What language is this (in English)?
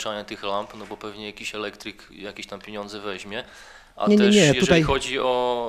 Polish